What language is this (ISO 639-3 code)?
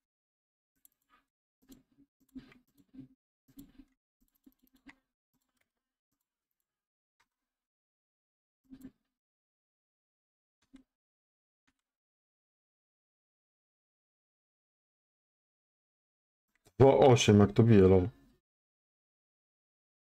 pol